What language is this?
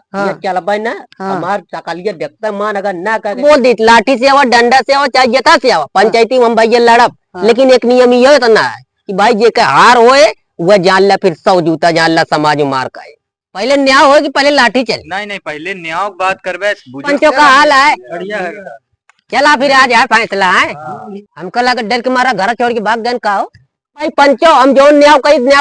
Awadhi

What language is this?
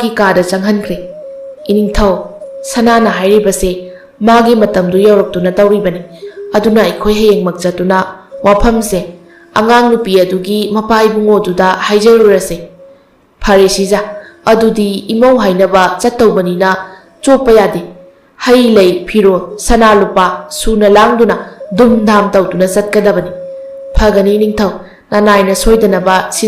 Manipuri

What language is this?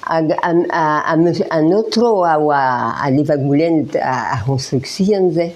Breton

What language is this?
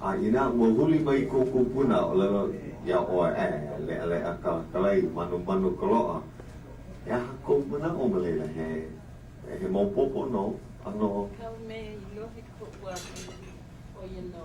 Hawaiian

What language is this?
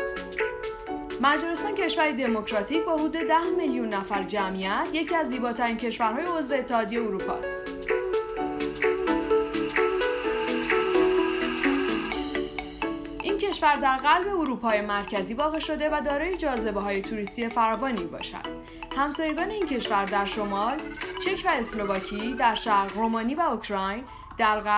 Persian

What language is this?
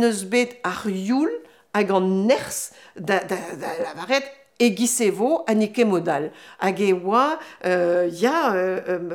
Breton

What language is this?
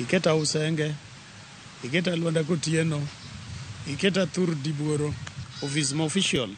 Luo (Kenya and Tanzania)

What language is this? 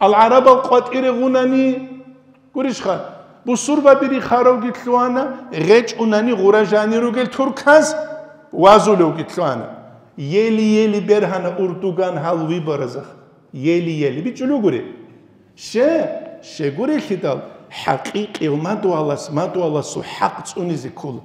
Avaric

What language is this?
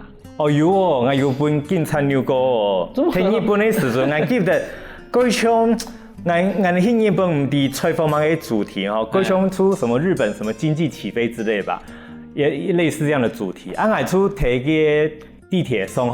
Hakka Chinese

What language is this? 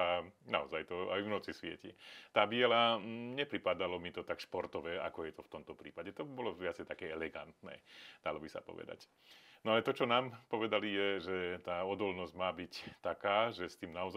Slovak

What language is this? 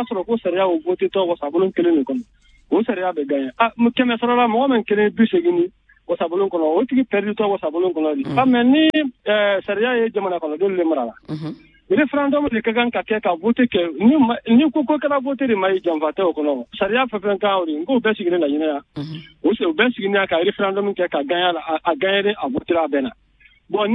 Bambara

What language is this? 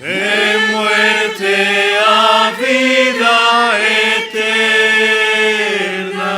South Bolivian Quechua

